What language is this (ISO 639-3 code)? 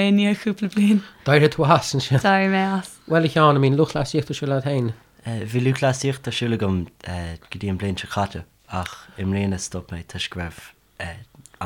gle